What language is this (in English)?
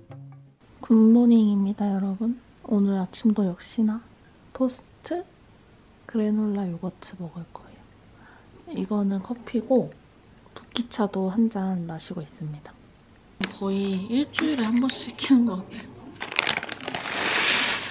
Korean